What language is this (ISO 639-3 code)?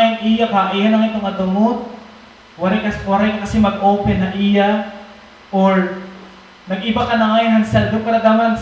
war